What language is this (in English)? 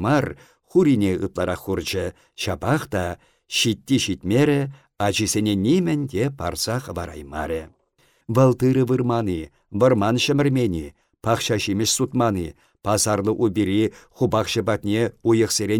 Chuvash